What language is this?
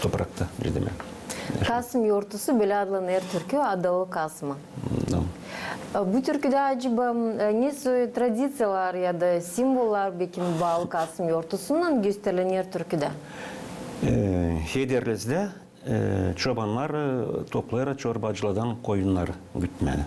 Gagauz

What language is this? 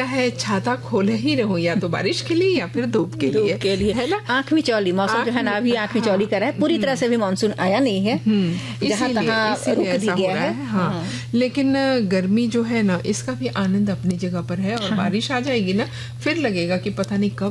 Hindi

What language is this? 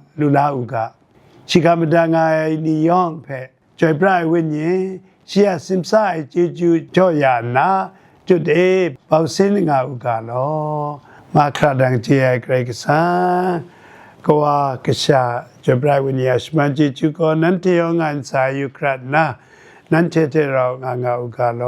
Kachin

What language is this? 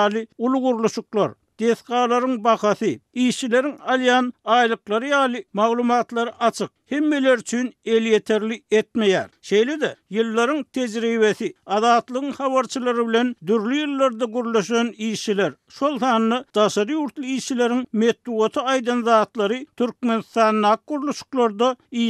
Turkmen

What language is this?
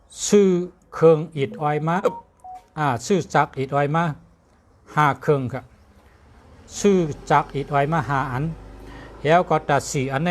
Shan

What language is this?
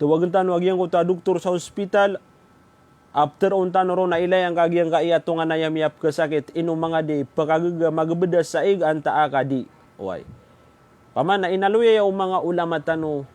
Maranao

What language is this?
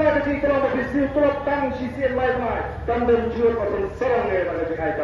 Khasi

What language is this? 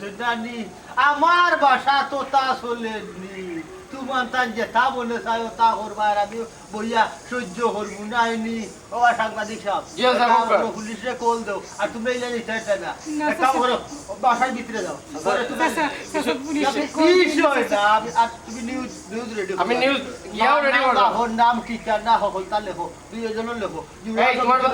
Sylheti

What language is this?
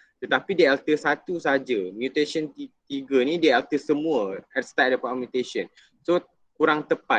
Malay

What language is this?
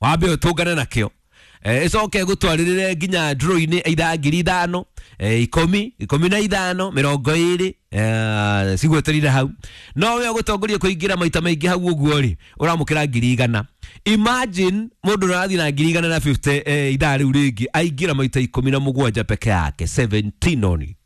Kikuyu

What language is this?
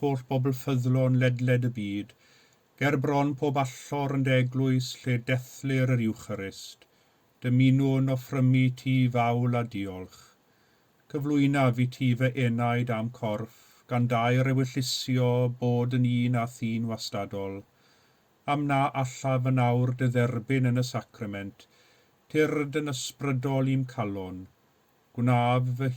Welsh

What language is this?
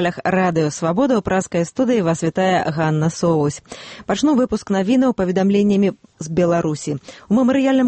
Belarusian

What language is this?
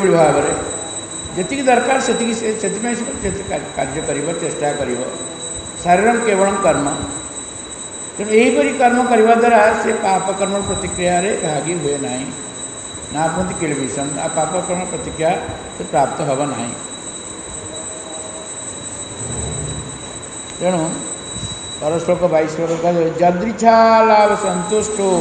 Odia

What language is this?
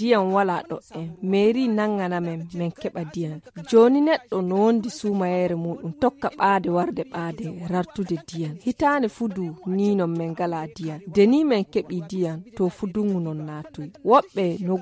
Fula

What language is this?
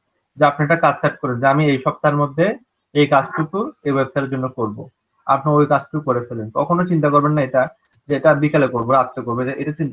Bangla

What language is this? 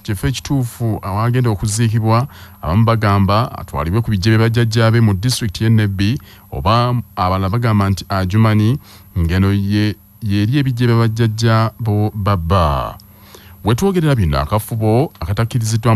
Ganda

